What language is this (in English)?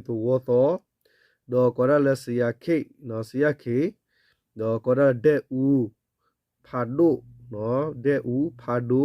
S'gaw Karen